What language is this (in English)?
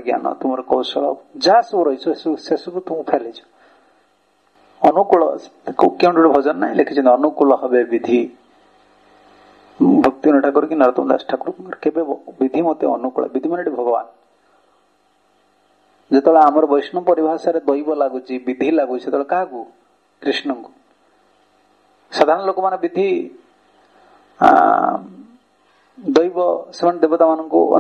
Odia